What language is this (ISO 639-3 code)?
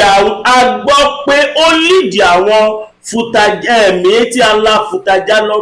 yor